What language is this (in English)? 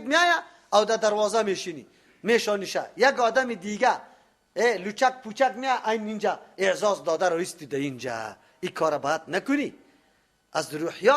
Persian